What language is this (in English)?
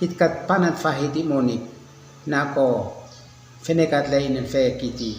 Uab Meto